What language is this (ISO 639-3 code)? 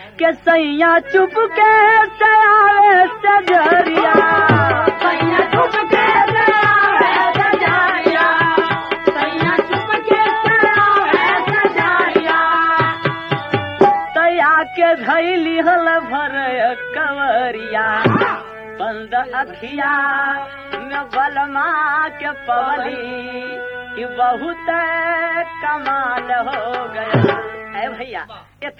bho